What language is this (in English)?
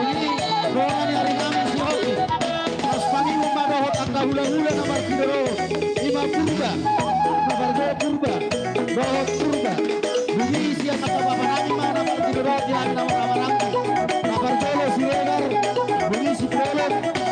Batak Toba